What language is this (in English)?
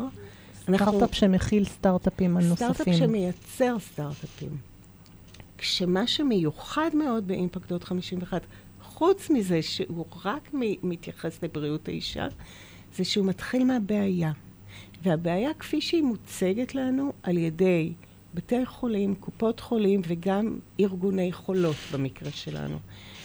Hebrew